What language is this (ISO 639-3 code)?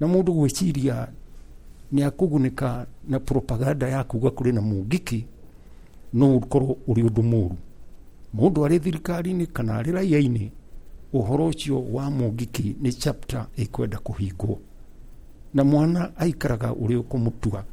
kik